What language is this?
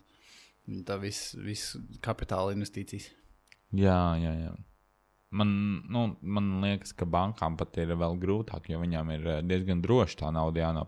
Latvian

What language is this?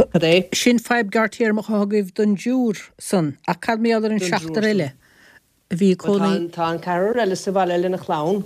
Irish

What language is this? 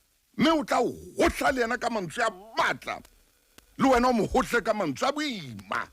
Southern Sotho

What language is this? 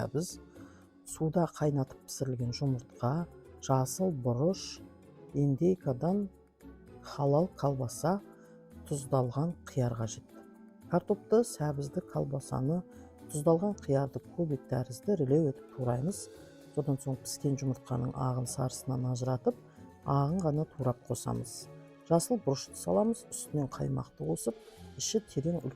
Kazakh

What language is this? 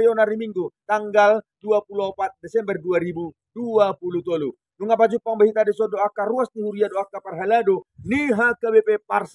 Batak Toba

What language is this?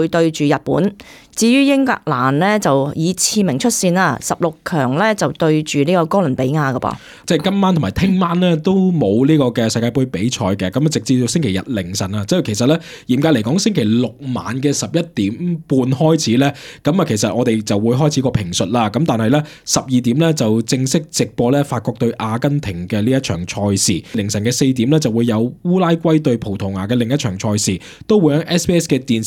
Cantonese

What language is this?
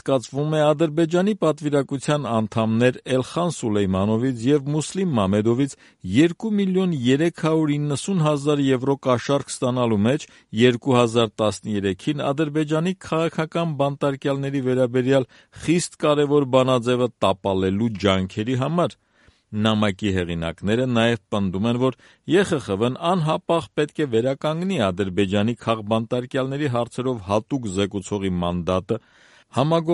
Armenian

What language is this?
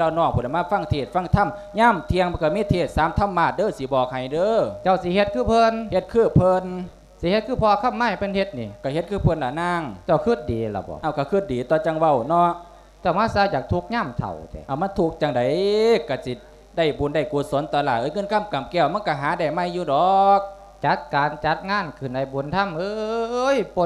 Lao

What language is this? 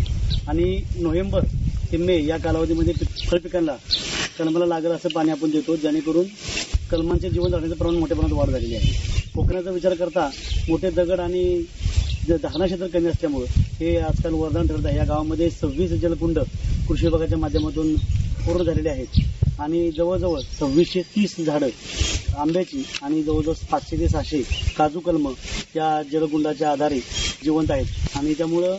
Marathi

